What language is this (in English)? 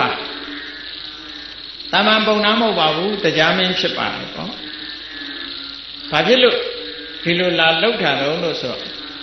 Burmese